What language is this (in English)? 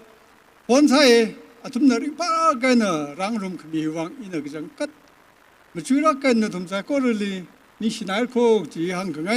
Tangkhul Naga (India)